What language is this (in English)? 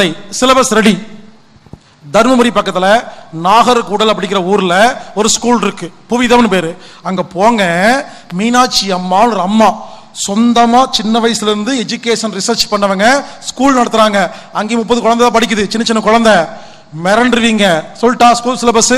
Tamil